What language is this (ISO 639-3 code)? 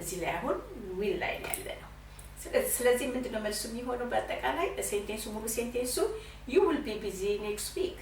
amh